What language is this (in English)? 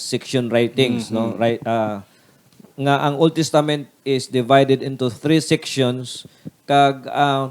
Hiligaynon